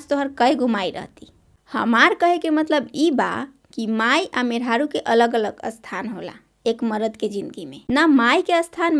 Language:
Bhojpuri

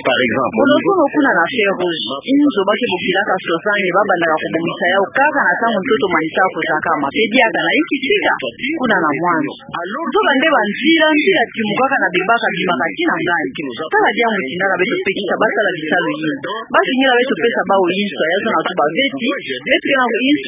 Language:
Kituba (Democratic Republic of Congo)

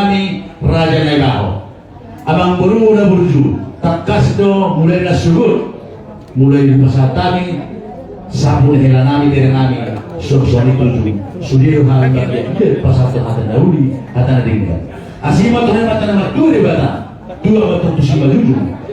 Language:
Batak Toba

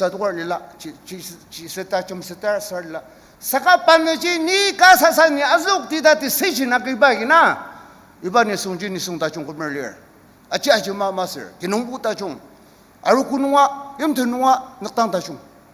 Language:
Ao Naga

